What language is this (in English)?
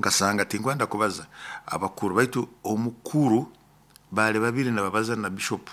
Nyoro